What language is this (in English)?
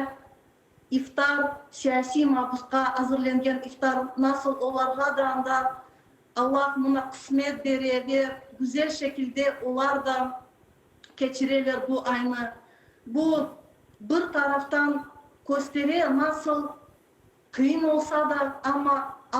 Crimean Tatar